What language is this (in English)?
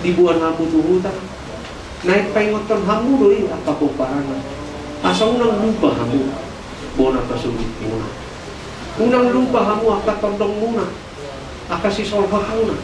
Batak Toba